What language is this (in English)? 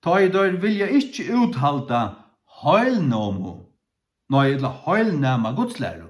Faroese